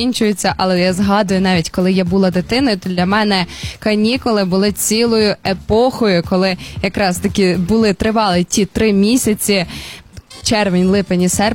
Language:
Ukrainian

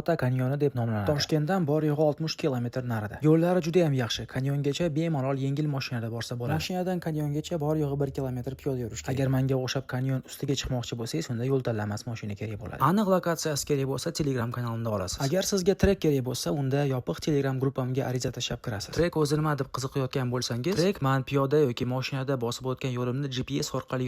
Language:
Uzbek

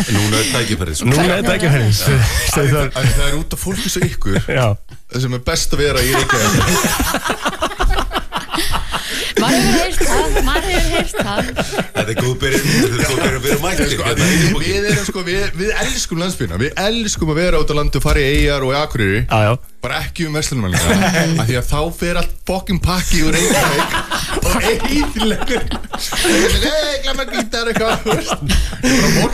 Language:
Icelandic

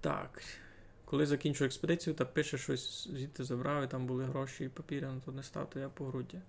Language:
Rusyn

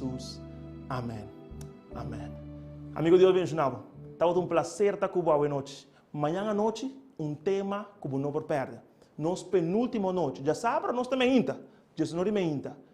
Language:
Papiamento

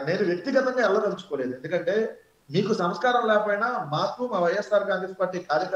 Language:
Telugu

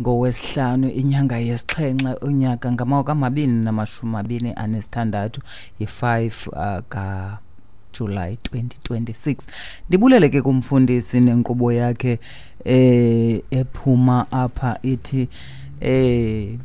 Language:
Xhosa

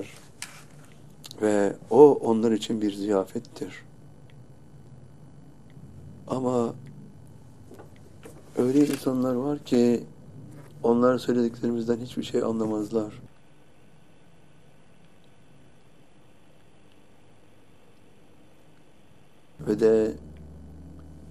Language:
Turkish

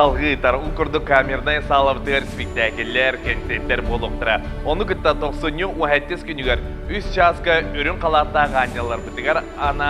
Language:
Yakut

